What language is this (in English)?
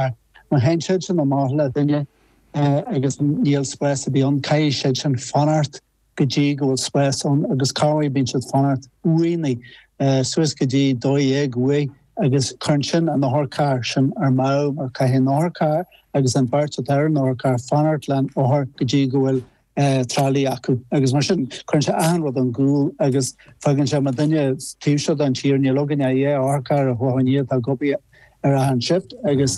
Irish